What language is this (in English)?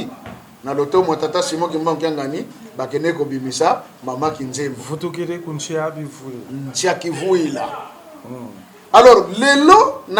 Lingala